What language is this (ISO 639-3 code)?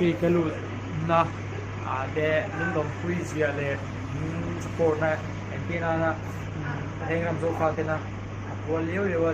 lus